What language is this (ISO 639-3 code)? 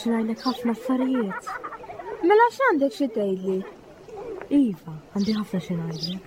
mlt